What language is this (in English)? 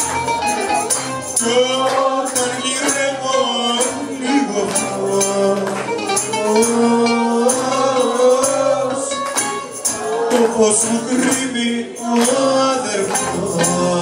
Greek